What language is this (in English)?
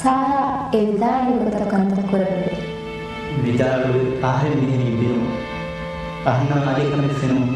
Divehi